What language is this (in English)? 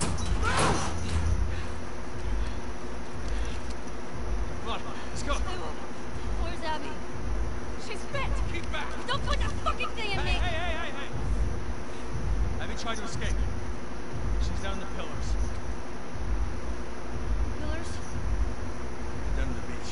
English